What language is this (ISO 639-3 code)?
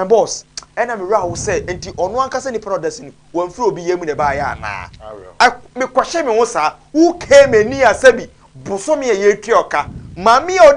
aka